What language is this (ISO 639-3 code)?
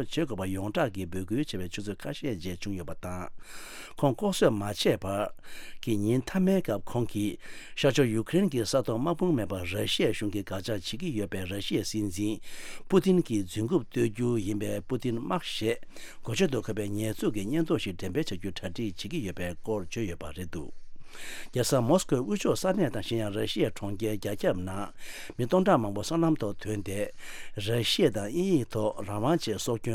bod